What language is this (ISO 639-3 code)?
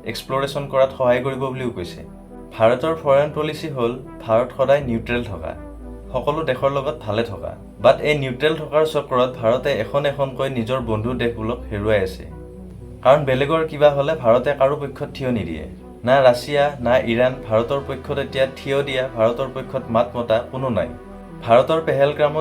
asm